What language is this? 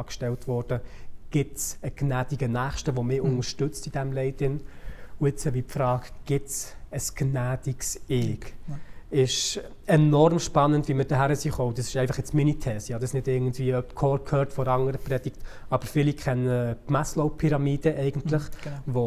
Swiss German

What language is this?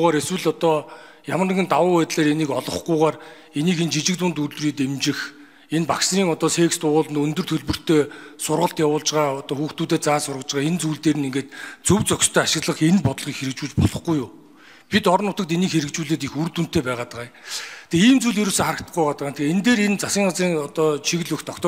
Mongolian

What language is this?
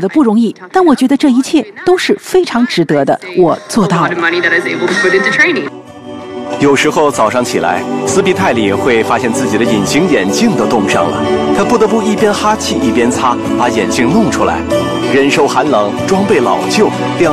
Chinese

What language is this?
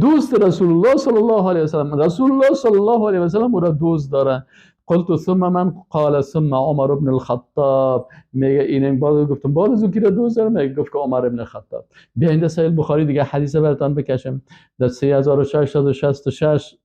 Persian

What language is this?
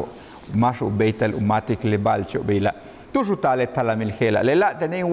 Yucateco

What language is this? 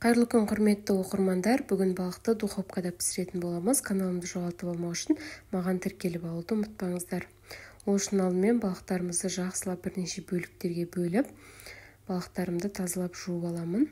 Kazakh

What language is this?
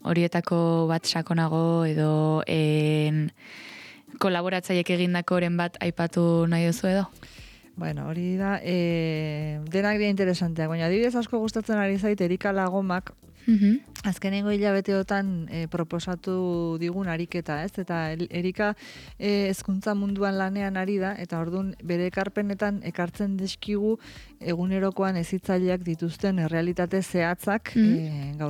Basque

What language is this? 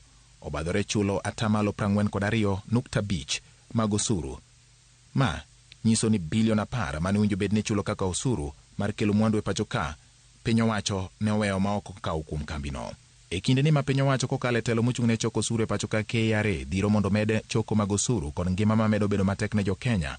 Luo (Kenya and Tanzania)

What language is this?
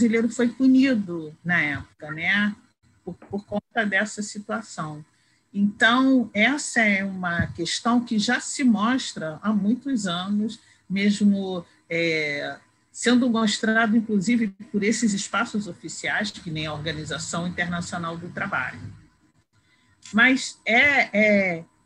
Portuguese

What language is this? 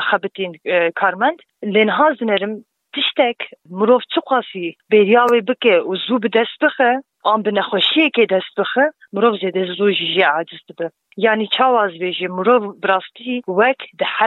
Kurdish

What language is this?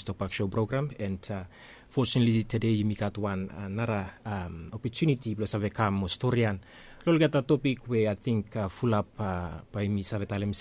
Bislama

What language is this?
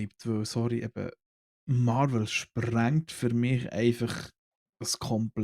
Swiss German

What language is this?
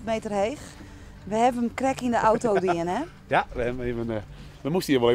Western Frisian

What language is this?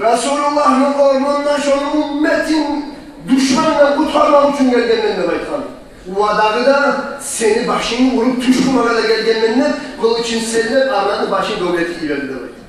Kumyk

